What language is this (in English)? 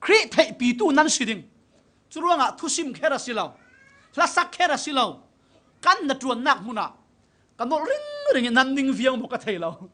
Falam Chin